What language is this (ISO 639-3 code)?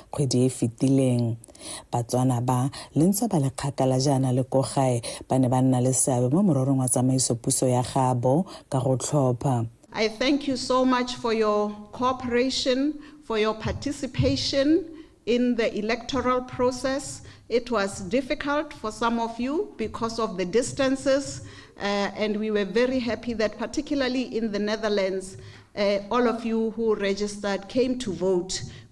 tsn